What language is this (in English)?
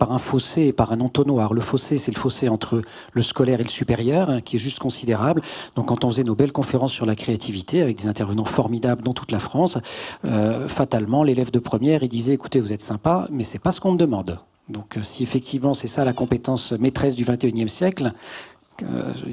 French